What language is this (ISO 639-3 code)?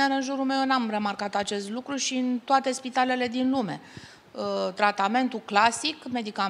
ron